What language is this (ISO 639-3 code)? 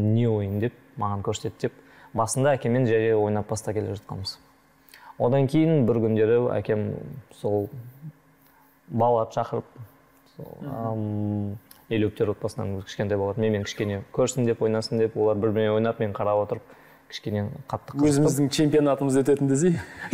kaz